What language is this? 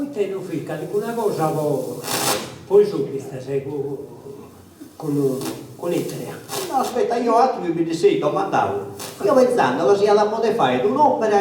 Sardinian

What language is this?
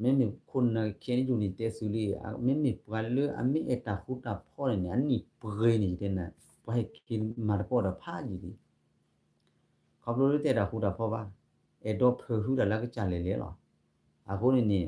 S'gaw Karen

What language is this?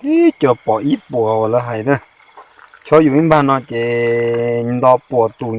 Hmong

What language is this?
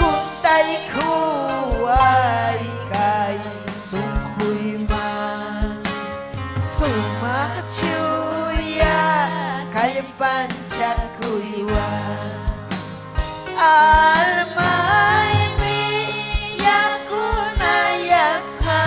Ayacucho Quechua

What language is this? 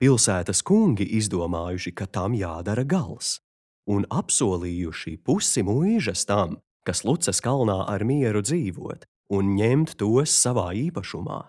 Latvian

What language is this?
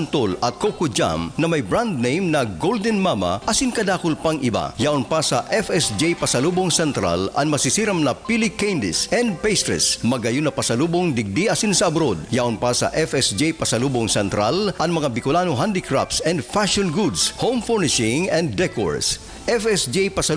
Bikol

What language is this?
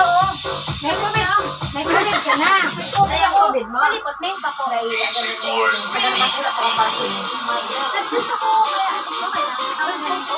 Bikol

